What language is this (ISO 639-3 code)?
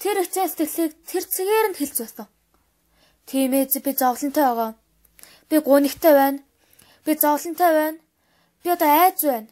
mon